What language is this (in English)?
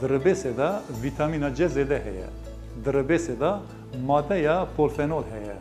Kurdish